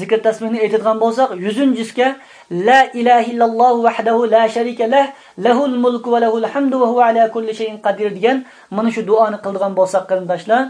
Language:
Uyghur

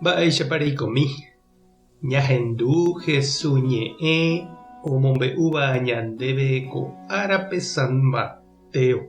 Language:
Guarani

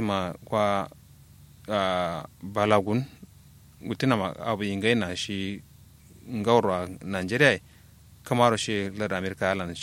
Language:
Kanuri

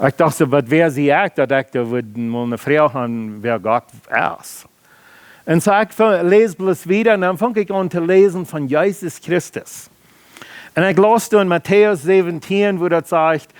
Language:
Plautdietsch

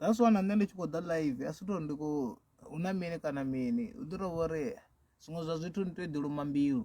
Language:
Venda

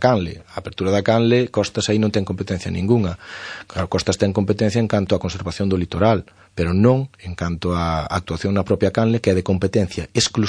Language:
Galician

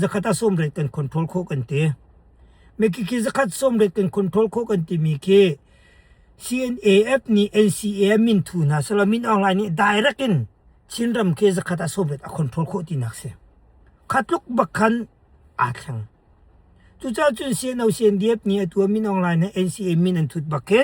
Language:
Hakha Chin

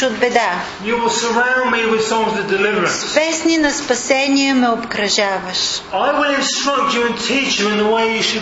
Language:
Bulgarian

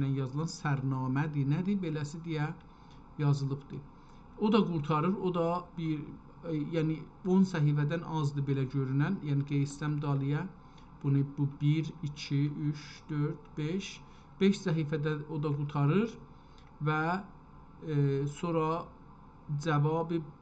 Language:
South Azerbaijani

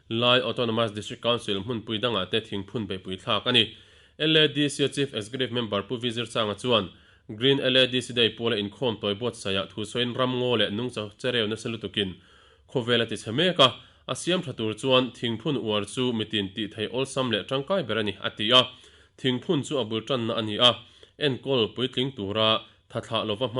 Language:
Mizo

